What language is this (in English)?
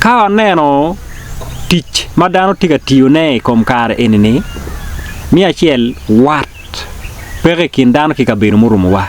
Acoli